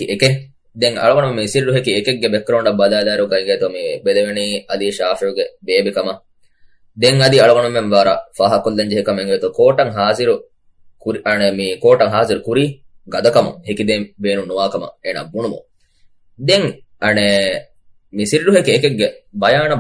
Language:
Divehi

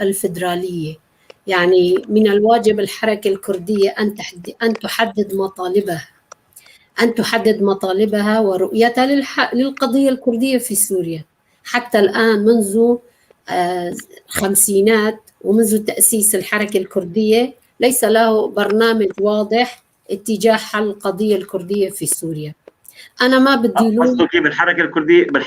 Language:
North Levantine Arabic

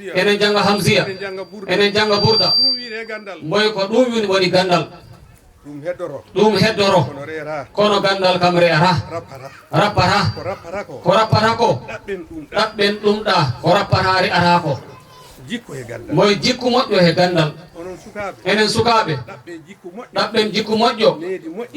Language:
Fula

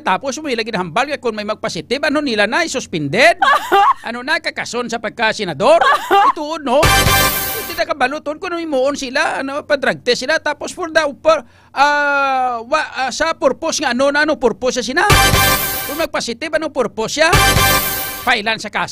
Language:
Hiligaynon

